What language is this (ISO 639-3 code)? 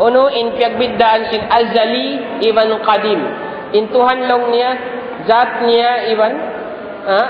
tsg